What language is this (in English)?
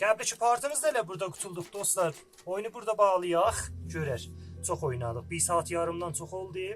South Azerbaijani